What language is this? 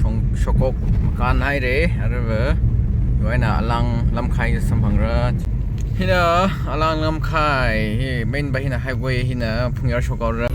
Tangkhul Naga (India)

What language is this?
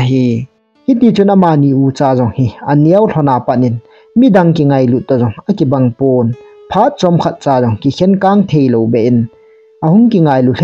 Thado Chin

